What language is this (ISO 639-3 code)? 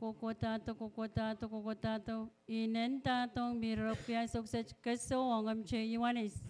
pon